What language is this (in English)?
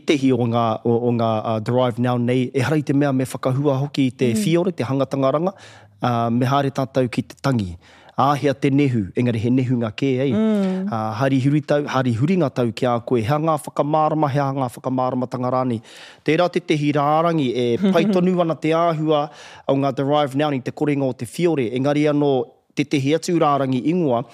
Māori